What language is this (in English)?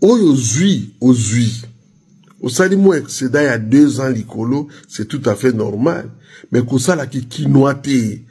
Lingala